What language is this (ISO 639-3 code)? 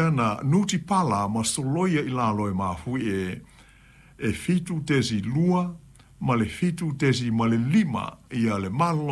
smo